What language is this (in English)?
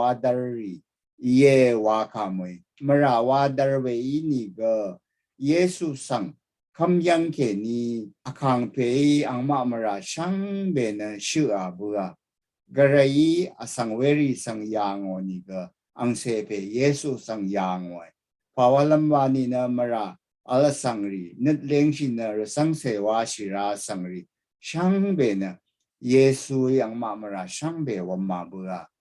Rawang